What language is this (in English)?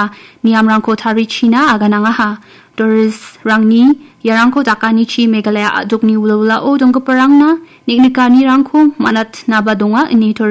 Garo